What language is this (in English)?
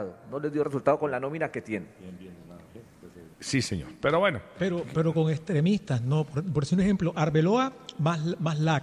Spanish